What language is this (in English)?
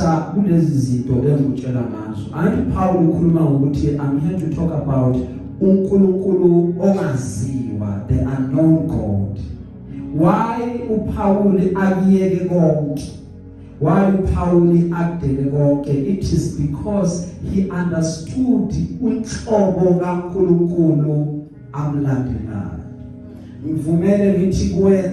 Zulu